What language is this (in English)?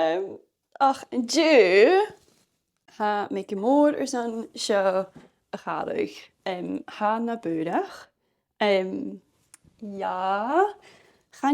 Scottish Gaelic